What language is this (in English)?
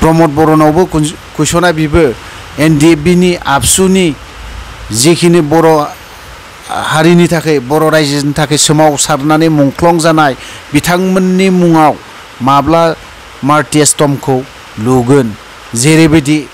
Bodo